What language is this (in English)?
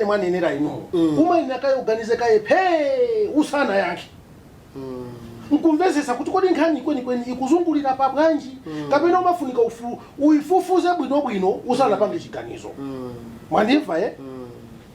Nyanja